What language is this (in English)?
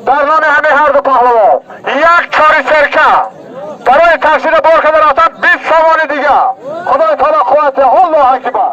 Tajik